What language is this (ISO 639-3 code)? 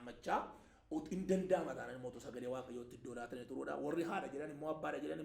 orm